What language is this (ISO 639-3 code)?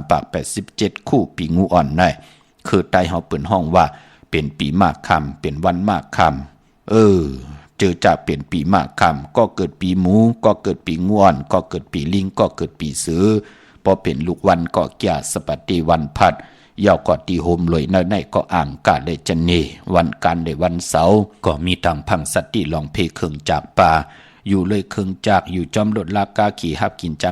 shn